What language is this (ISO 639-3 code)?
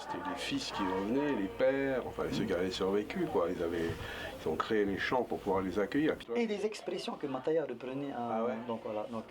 tah